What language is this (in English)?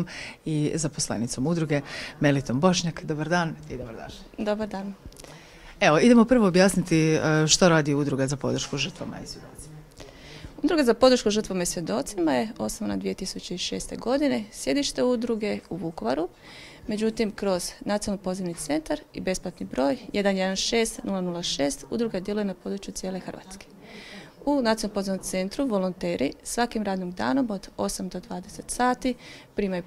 Croatian